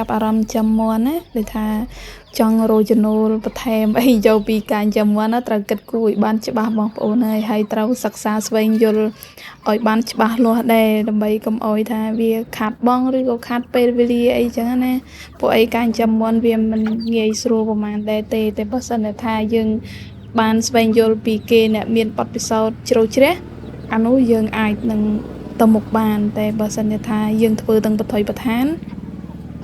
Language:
Khmer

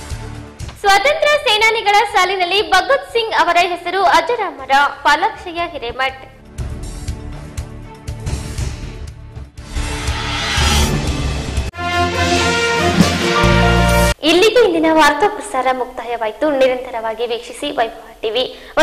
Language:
Kannada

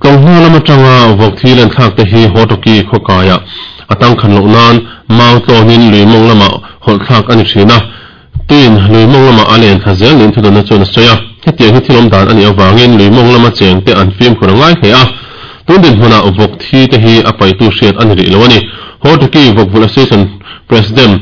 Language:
Mizo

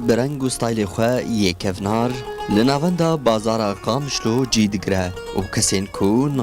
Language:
Kurdish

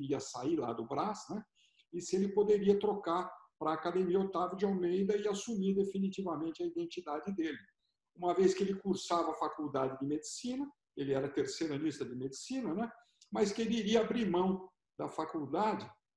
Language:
Portuguese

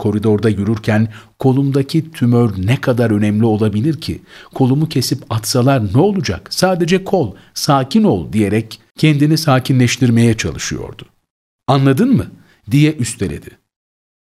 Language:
Turkish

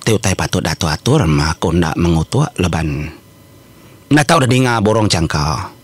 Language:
Iban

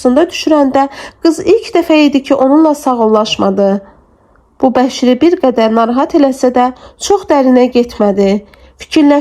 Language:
Azerbaijani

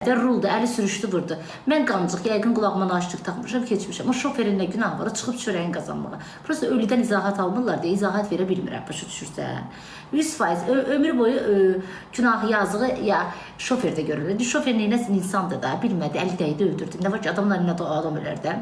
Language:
Azerbaijani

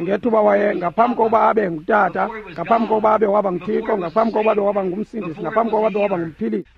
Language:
Xhosa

